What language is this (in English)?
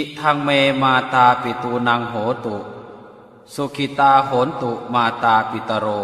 Pali